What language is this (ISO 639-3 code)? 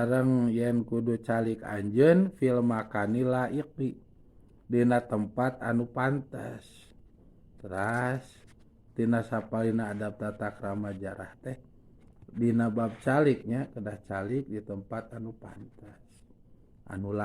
sun